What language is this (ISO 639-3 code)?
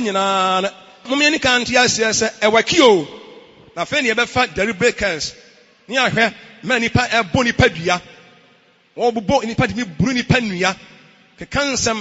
aka